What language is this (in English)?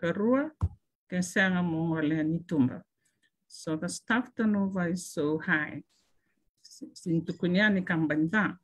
Fijian